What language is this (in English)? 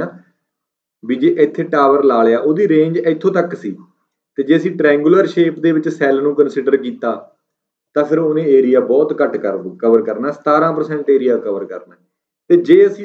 Punjabi